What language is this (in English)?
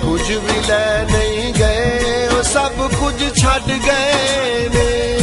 Pahari-Potwari